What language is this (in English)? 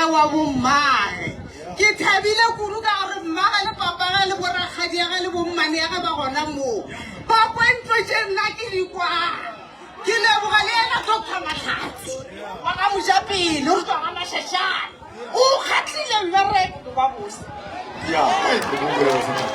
Northern Sotho